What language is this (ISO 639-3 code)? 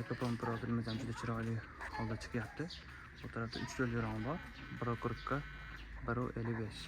uzb